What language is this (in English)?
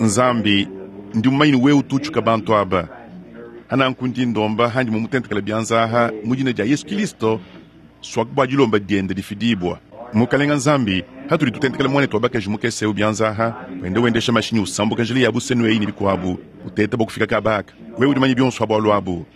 Luba-Lulua